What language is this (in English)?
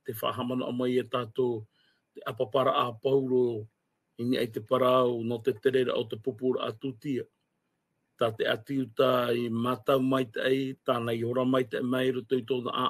Tahitian